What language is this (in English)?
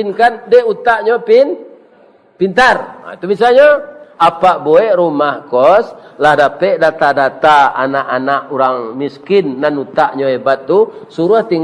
Minangkabau